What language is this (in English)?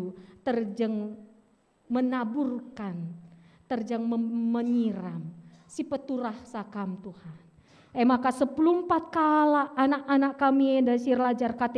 Batak Karo